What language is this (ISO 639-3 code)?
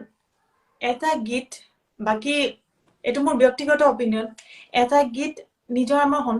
asm